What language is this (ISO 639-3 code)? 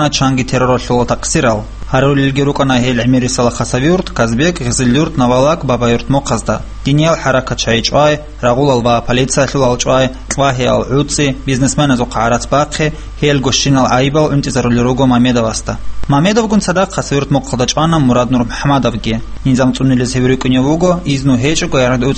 ava